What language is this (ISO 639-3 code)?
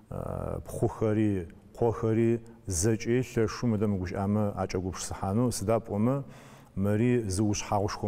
ady